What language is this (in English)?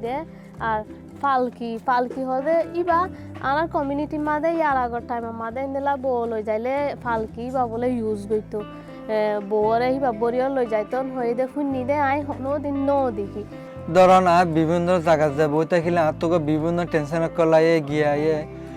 Rohingya